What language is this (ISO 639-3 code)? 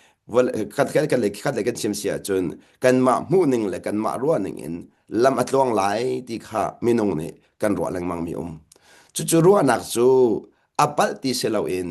cnh